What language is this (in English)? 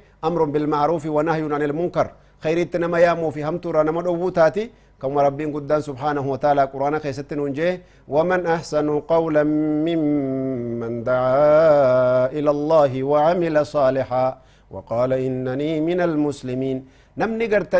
Oromo